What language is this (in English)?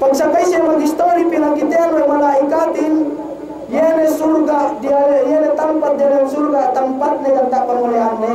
Yakan